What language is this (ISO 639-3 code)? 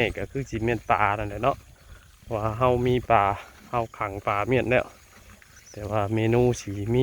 tts